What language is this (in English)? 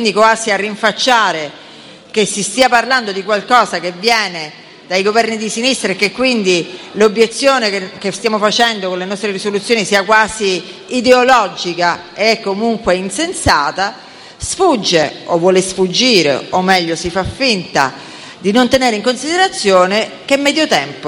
Italian